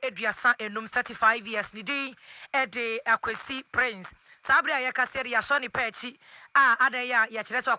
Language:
Akan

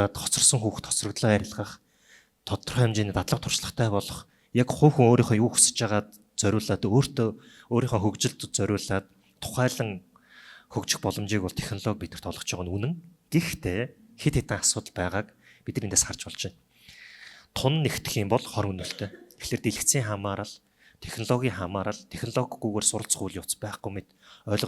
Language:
Mongolian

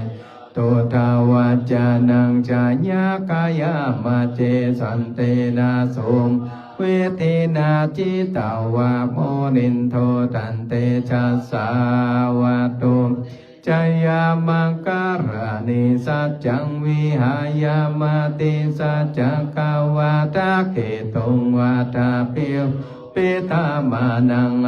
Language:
Pali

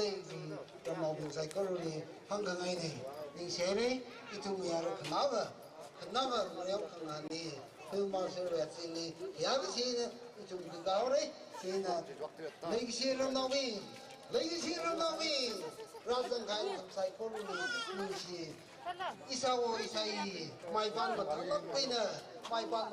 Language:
Tangkhul Naga (India)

